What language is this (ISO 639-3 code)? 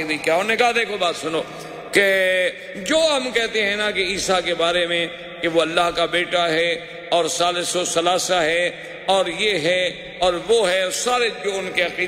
urd